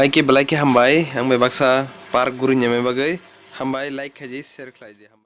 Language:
Kok Borok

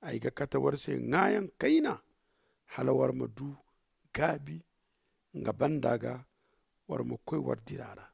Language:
Zarma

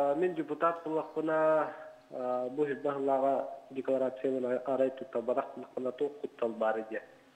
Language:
Yakut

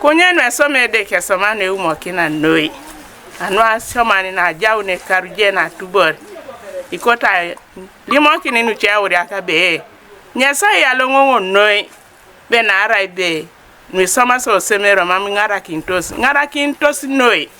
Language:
Teso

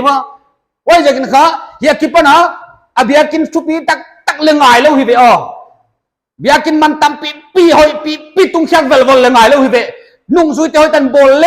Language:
Paite Chin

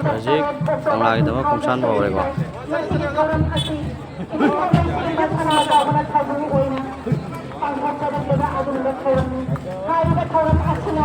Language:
Manipuri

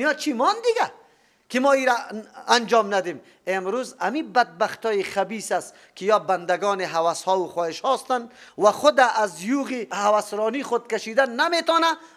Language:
Persian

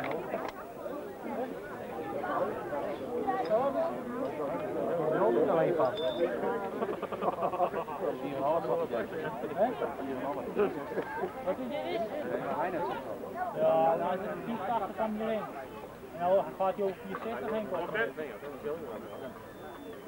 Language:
Dutch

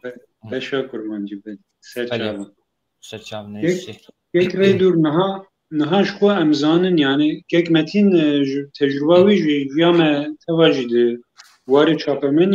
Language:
Kurdish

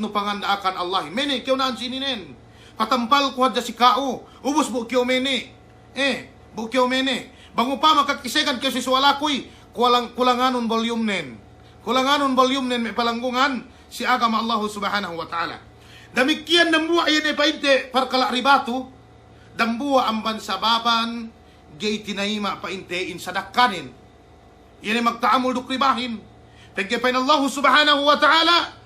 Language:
Yakan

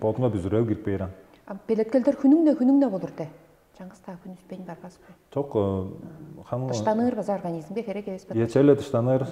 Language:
Tuvinian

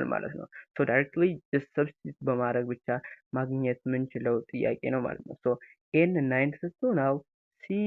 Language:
Amharic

